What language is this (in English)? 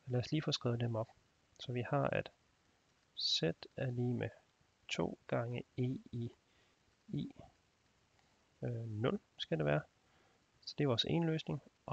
Danish